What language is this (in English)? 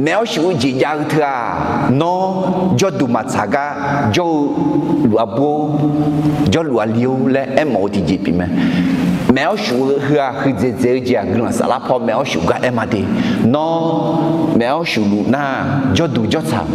Akha